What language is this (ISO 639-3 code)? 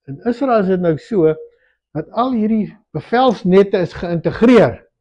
afr